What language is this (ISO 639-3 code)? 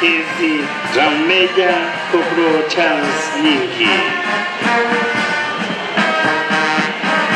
swa